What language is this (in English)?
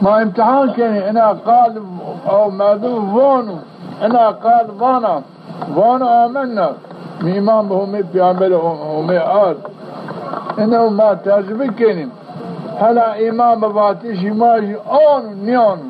Zaza